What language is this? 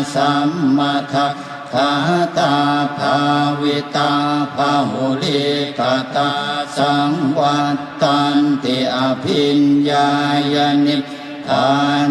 Pali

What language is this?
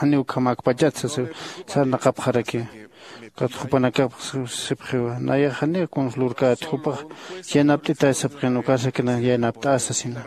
Aymara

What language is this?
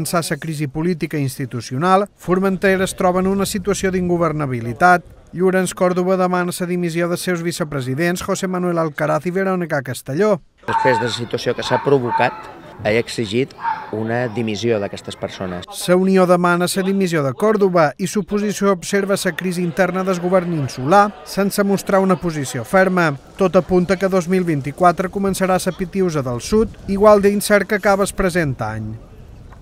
Catalan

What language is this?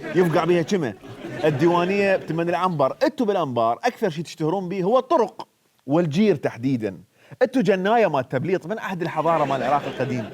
Mesopotamian Arabic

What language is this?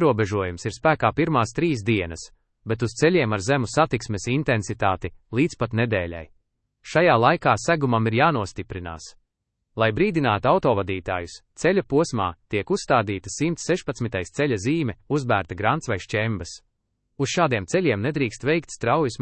Latvian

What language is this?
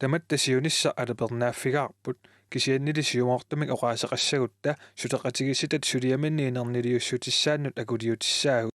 Kalaallisut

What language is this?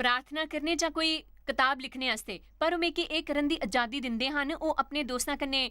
Dogri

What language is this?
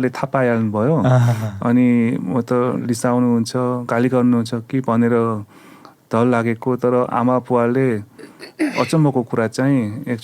Nepali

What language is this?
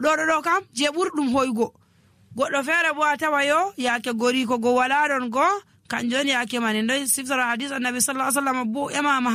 Nigerian Fulfulde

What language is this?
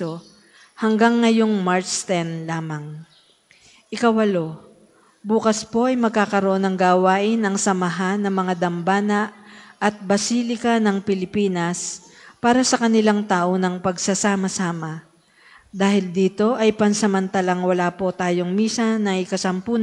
Filipino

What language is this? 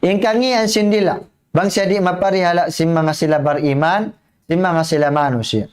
Tausug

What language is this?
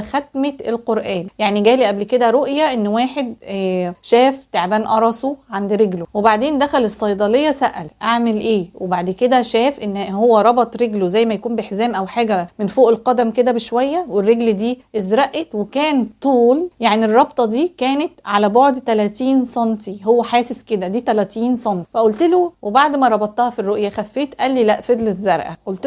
Egyptian Arabic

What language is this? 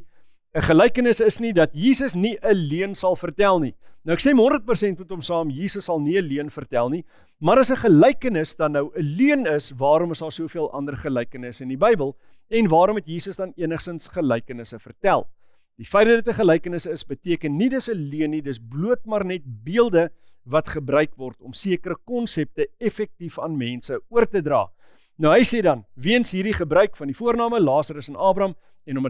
Afrikaans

